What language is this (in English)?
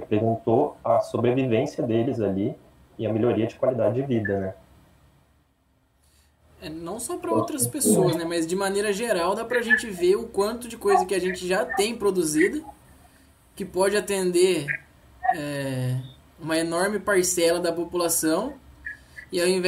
Portuguese